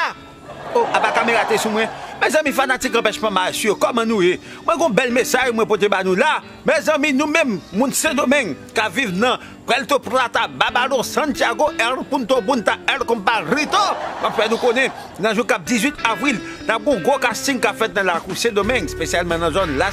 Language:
Haitian Creole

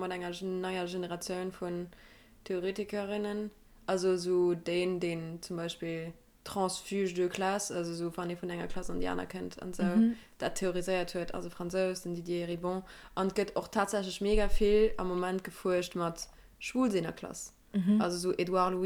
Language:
Luxembourgish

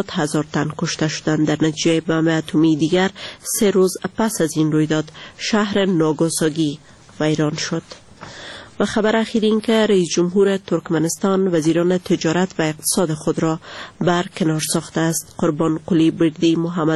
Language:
Persian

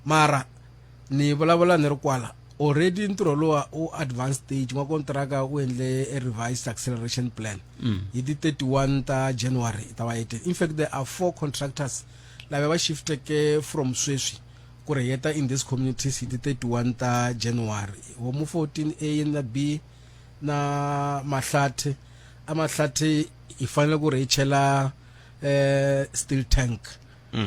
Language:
Tsonga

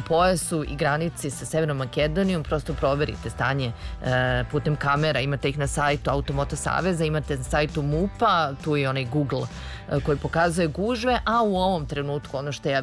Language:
Serbian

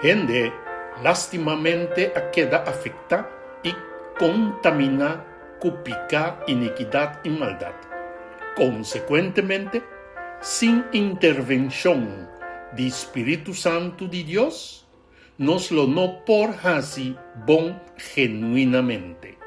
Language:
Papiamento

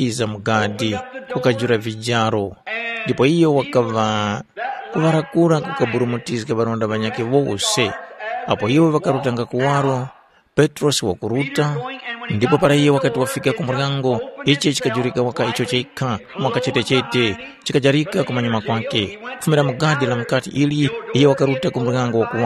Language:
Tumbuka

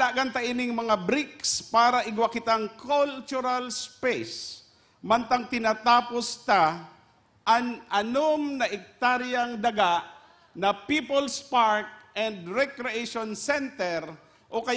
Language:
Bikol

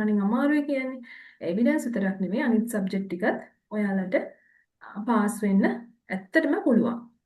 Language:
Sinhala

